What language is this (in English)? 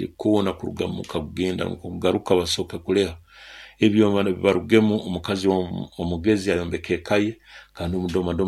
Nyoro